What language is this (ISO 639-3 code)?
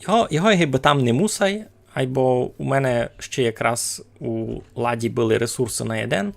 rue